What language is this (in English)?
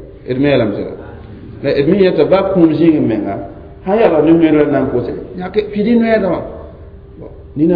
Mossi